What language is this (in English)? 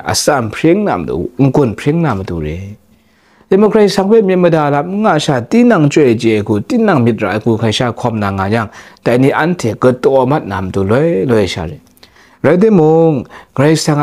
Kachin